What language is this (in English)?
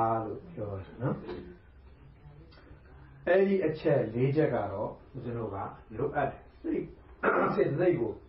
Burmese